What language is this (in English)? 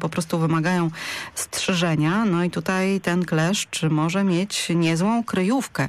Polish